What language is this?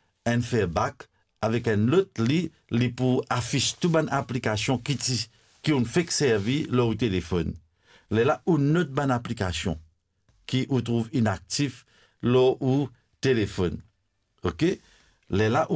Morisyen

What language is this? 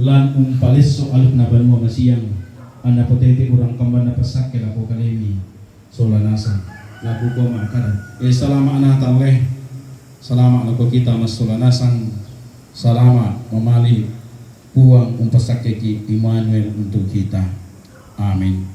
Toraja-Sa'dan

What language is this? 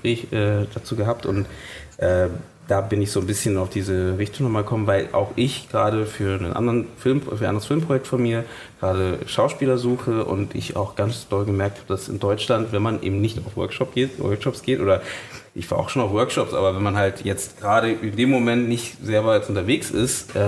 German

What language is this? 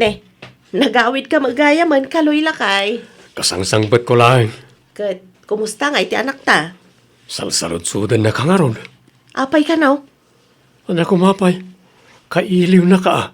Iloko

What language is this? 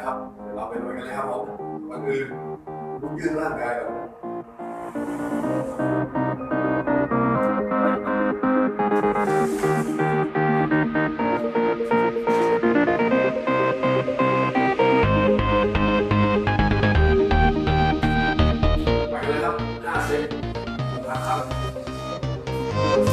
Thai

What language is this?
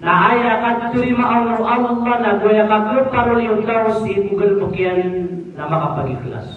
Maranao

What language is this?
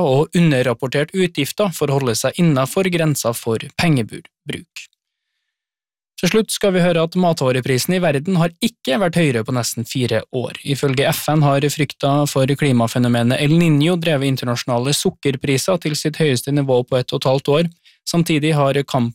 Norwegian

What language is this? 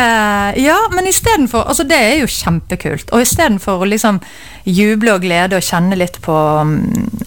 Norwegian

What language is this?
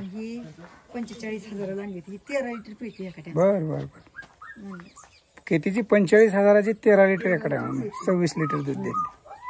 Marathi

